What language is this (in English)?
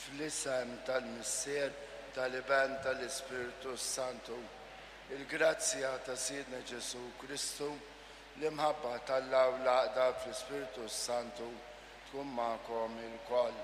Maltese